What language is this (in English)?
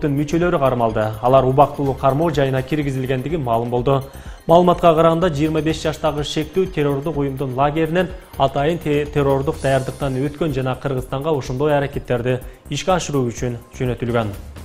Kyrgyz